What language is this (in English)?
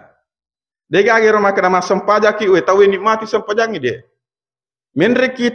Buginese